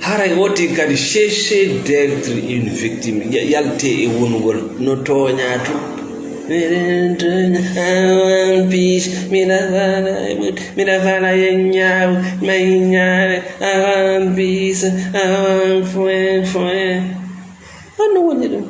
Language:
Fula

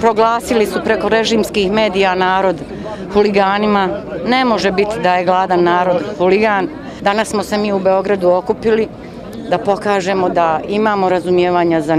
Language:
Bosnian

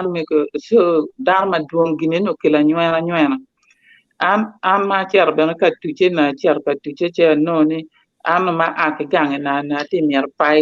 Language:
Acoli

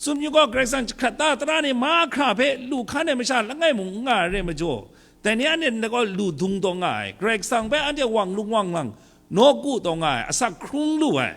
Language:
Kachin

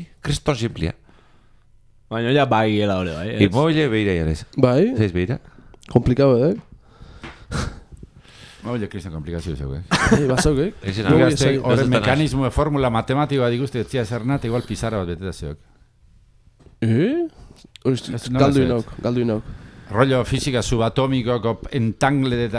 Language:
Basque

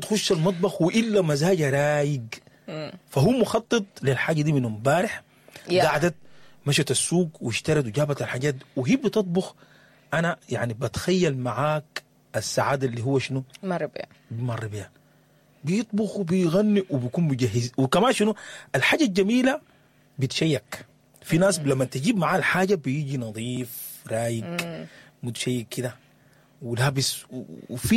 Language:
Sudanese Arabic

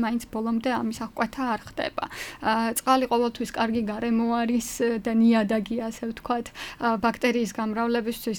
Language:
Georgian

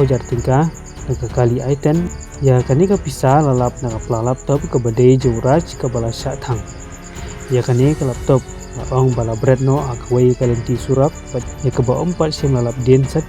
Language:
Khasi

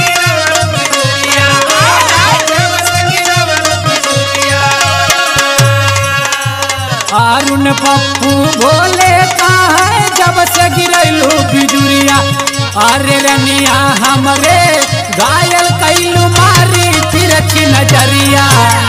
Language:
Bhojpuri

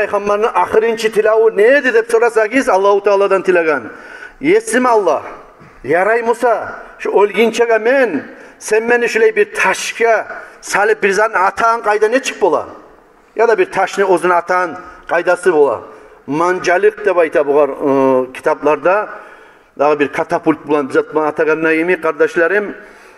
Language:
Kumyk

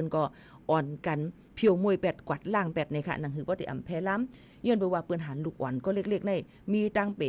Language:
Shan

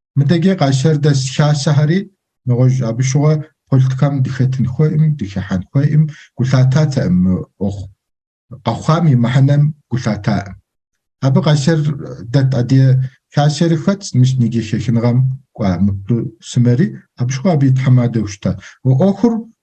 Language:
Kabardian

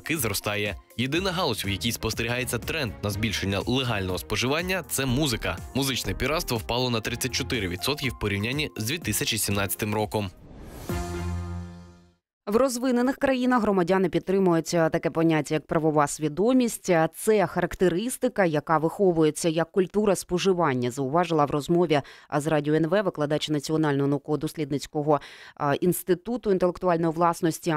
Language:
Ukrainian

